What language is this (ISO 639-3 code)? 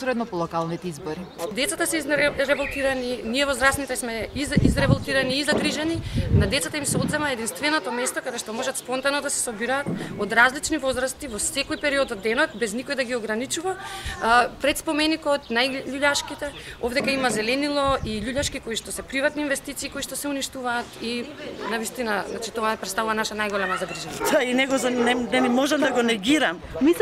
mkd